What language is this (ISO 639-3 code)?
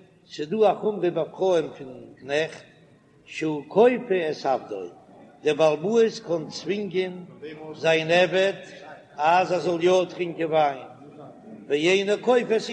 yid